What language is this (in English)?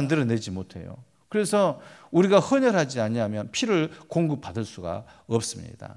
Korean